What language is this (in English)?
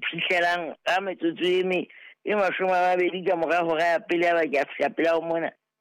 Southern Sotho